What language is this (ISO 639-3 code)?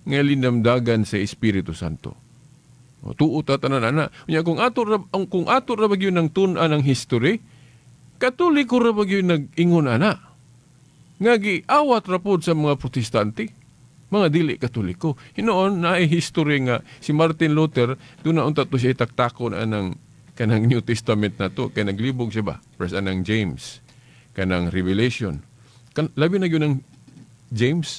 ceb